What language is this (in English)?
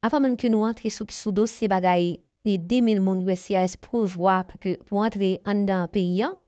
Haitian Creole